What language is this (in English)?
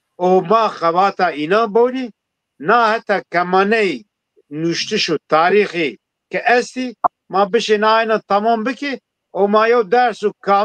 Zaza